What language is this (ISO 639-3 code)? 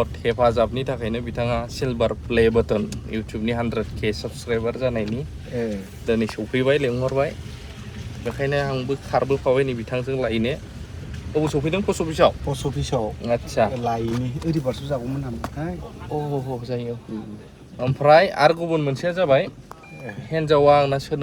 brx